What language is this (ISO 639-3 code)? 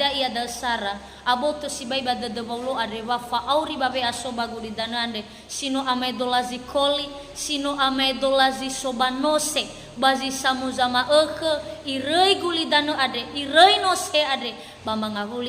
nia